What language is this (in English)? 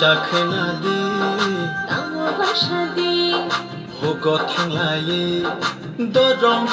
Kok Borok